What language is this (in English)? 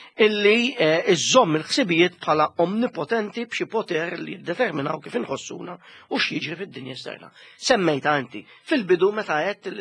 Maltese